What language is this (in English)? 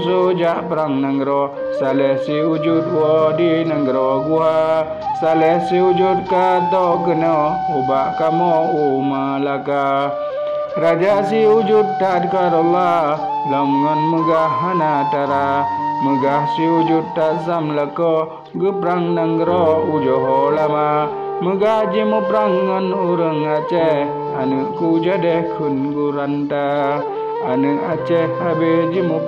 Achinese